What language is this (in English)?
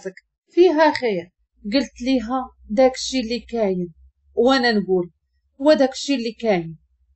Moroccan Arabic